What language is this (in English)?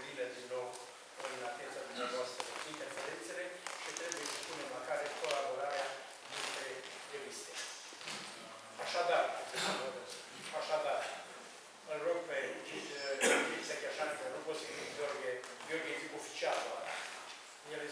Romanian